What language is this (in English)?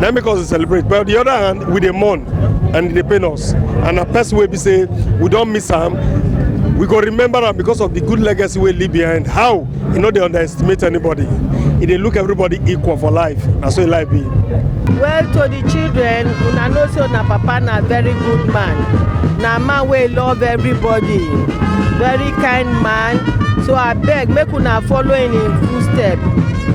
Nigerian Pidgin